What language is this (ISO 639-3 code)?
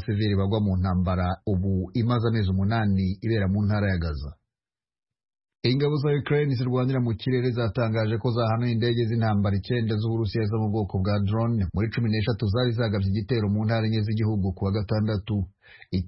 kin